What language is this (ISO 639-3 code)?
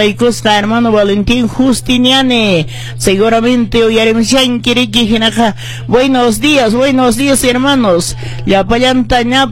que